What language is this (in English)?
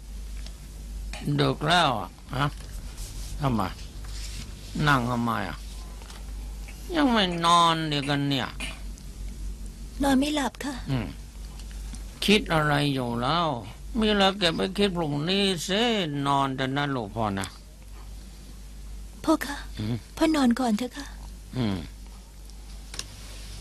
Thai